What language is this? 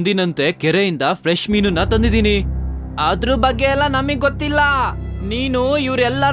Kannada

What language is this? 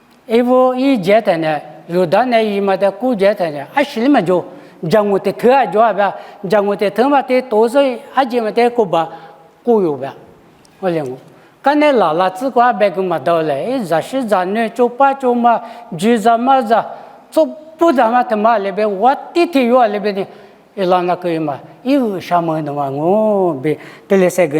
Lisu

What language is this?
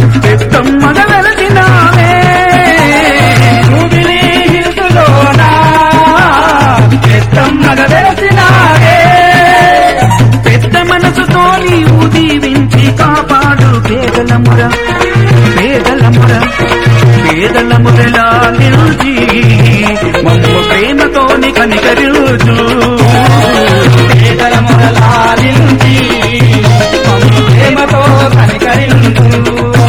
Telugu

